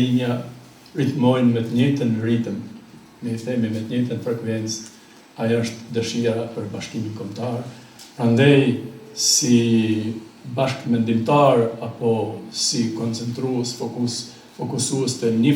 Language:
Albanian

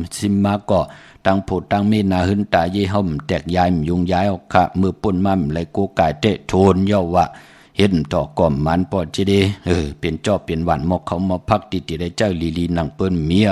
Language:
Shan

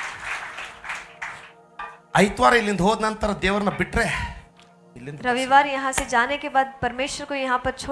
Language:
Kannada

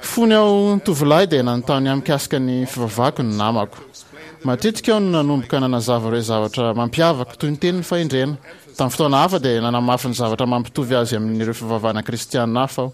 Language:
Malagasy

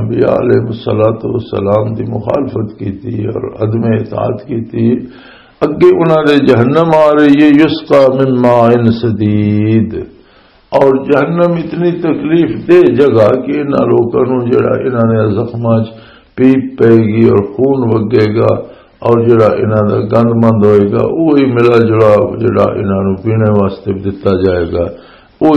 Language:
Western Panjabi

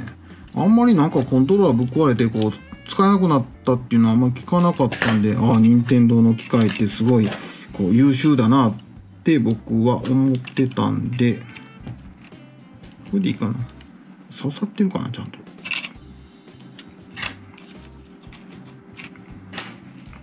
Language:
Japanese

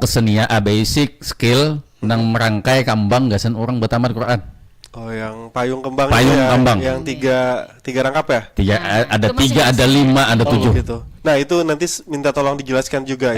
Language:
Banjar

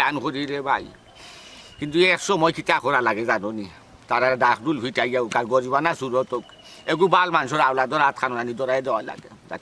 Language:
Sylheti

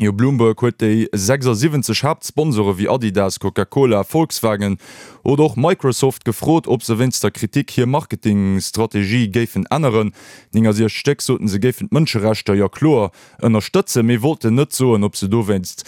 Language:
Luxembourgish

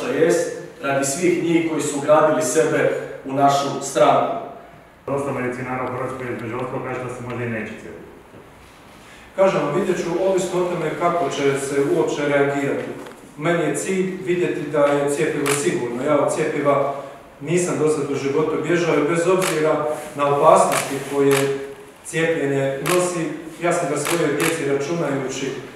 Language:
Croatian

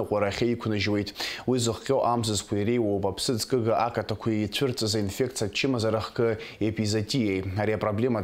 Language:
Abkhazian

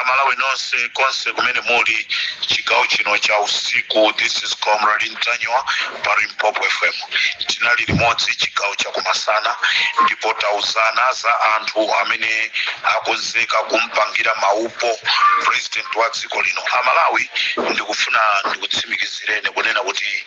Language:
Nyanja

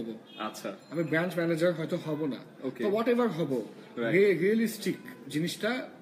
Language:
Bangla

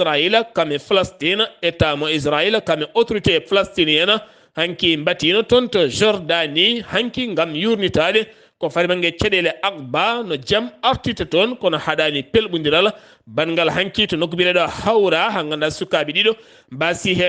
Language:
Fula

